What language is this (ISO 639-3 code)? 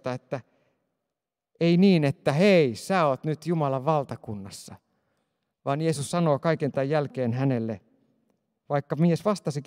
fin